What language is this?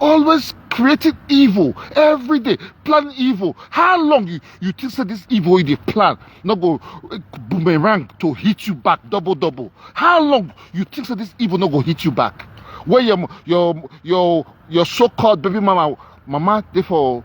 Nigerian Pidgin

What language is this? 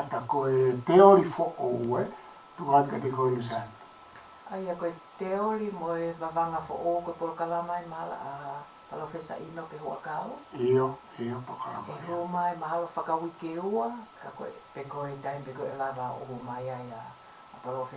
Tongan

